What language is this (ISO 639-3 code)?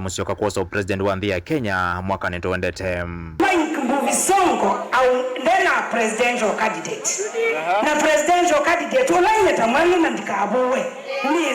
kam